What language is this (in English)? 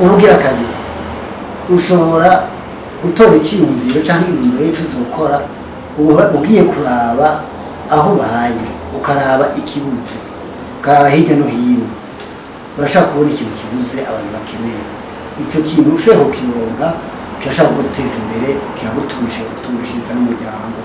Rundi